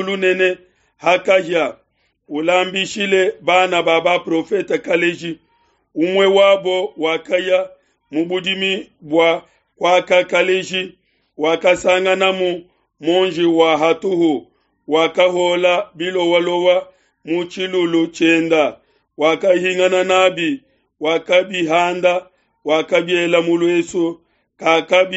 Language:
Luba-Lulua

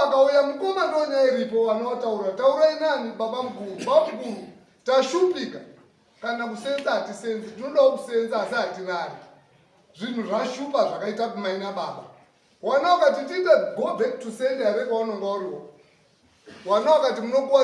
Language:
Shona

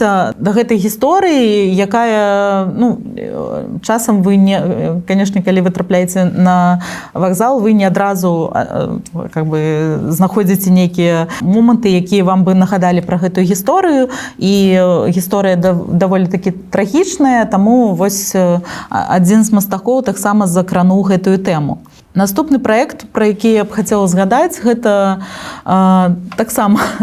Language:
Belarusian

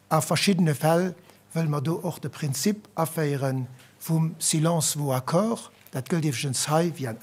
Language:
Luxembourgish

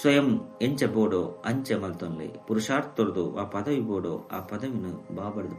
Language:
Tulu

